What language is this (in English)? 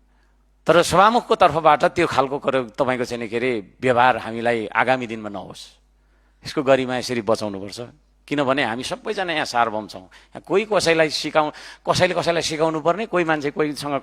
Nepali